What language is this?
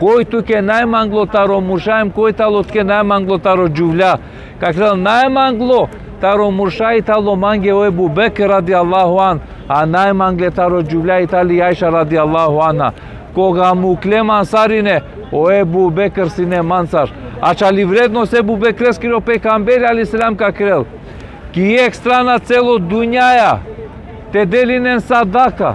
Balkan Romani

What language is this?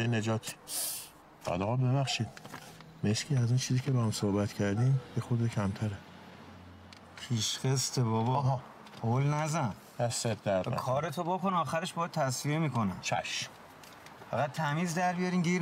Persian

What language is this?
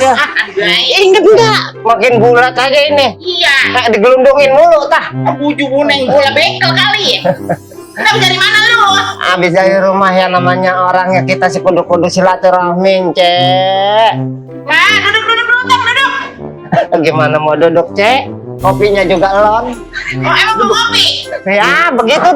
Betawi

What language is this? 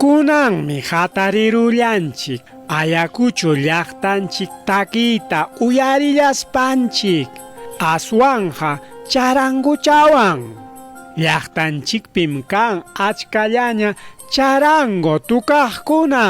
Ayacucho Quechua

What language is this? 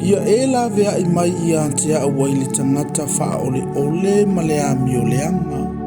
Samoan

